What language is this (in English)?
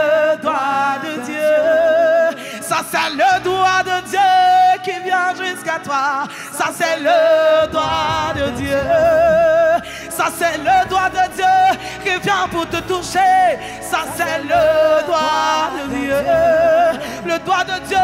French